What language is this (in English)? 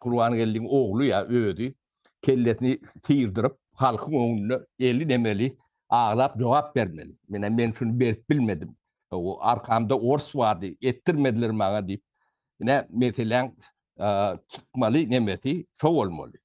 Turkmen